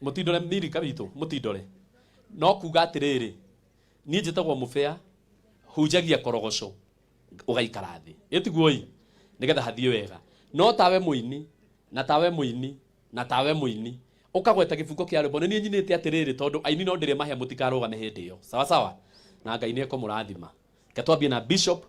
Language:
Kikuyu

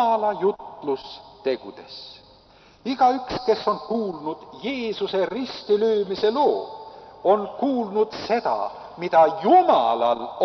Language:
Estonian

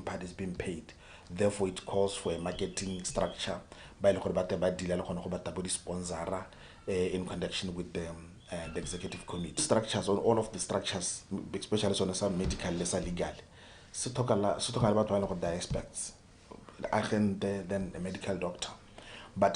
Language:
Tswana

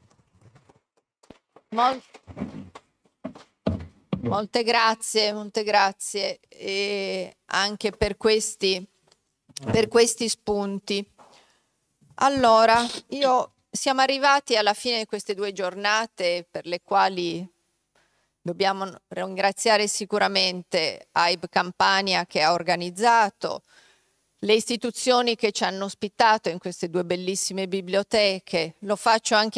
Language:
Italian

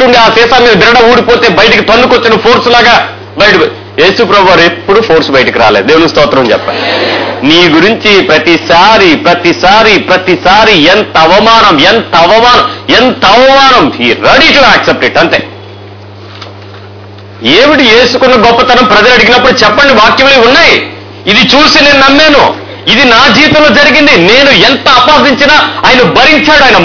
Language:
Telugu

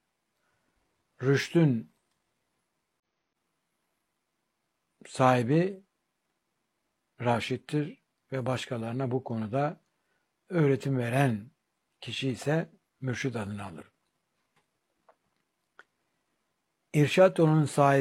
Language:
Turkish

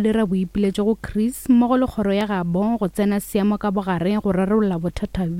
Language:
Northern Sotho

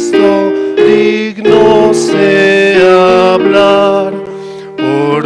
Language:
South Bolivian Quechua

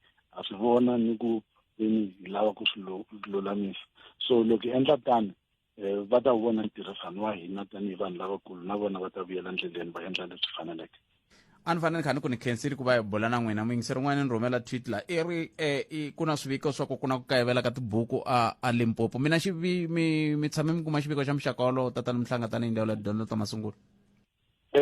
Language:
Tsonga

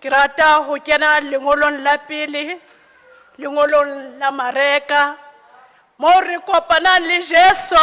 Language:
Southern Sotho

